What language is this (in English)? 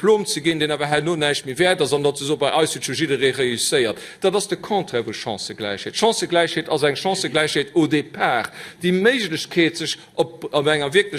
Luxembourgish